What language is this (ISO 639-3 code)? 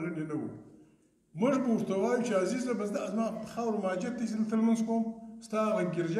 pus